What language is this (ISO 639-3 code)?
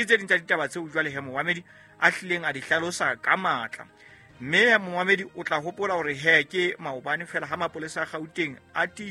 sot